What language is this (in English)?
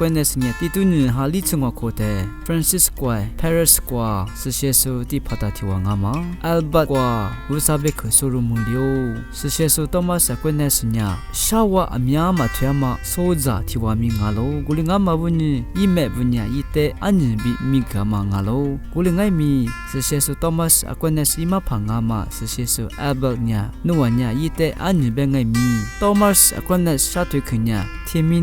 Lisu